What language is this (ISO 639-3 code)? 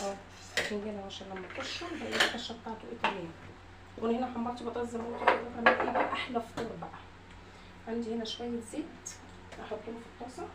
arz